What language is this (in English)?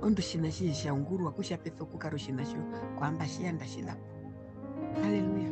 Herero